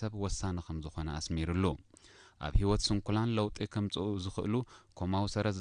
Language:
Tigrinya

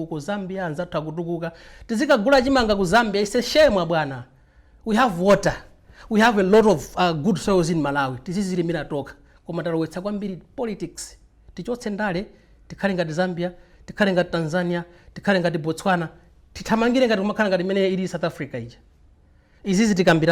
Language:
Nyanja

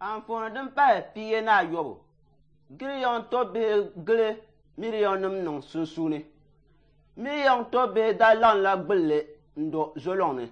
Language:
Dagbani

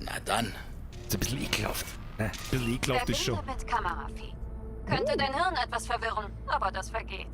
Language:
Bavarian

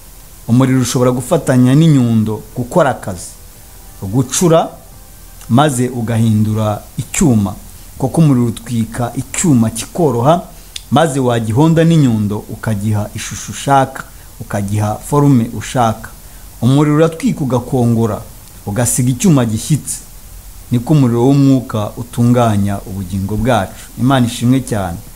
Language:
Kinyarwanda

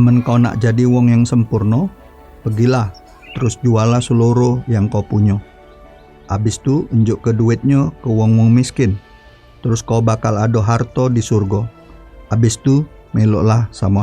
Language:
Musi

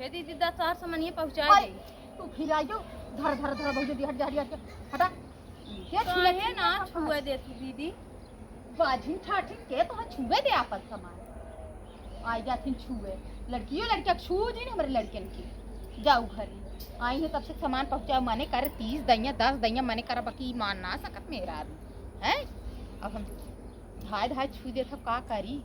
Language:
Awadhi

